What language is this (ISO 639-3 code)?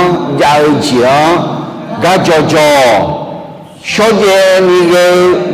ahk